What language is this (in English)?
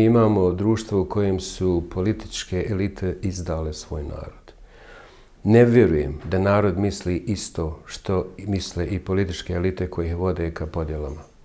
Bosnian